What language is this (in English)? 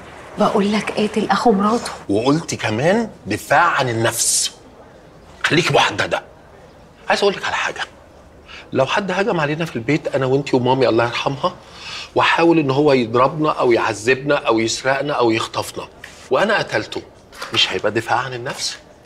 Egyptian Arabic